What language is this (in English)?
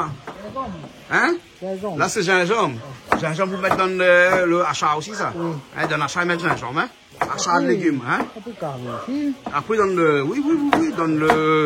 Réunion Creole French